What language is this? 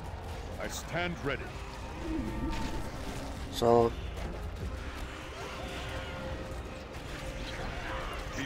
German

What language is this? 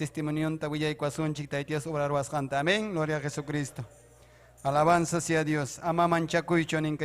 Ayacucho Quechua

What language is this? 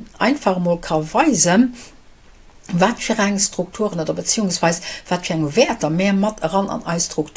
Luxembourgish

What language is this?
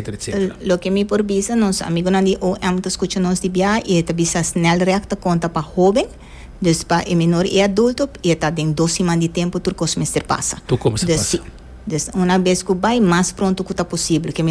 Papiamento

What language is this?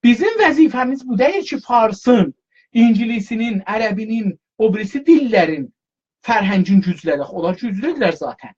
South Azerbaijani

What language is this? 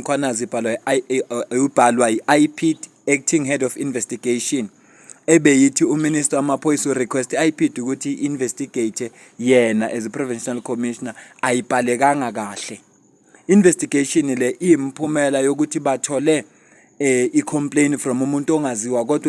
Zulu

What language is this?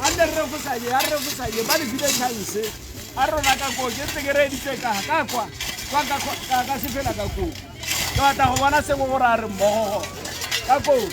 Tswana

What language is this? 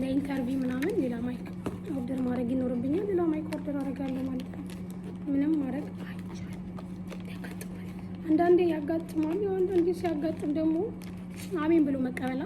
Amharic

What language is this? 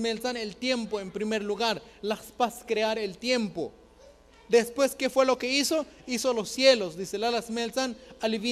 Tzotzil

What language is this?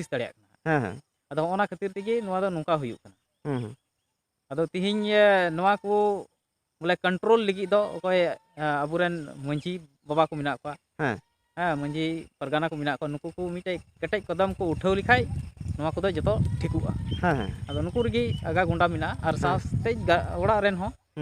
Santali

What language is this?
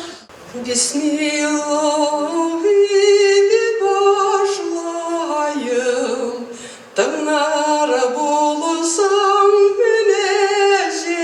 Bashkir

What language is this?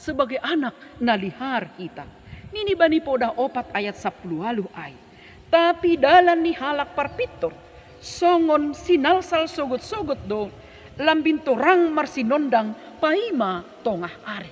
Batak Simalungun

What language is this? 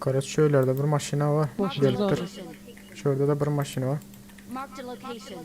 Turkmen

